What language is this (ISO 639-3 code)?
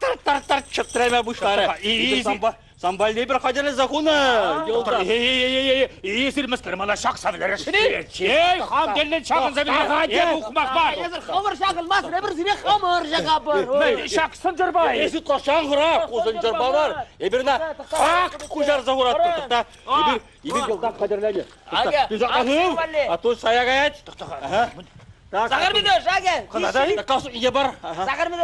chv